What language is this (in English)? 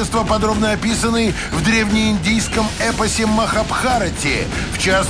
Russian